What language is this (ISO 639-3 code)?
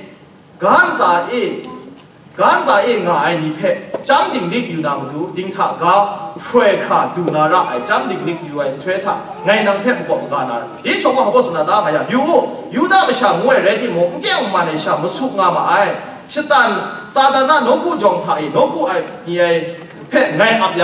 kac